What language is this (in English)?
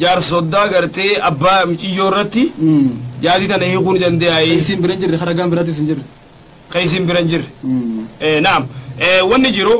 Oromo